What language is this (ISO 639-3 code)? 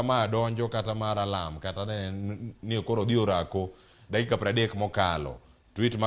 luo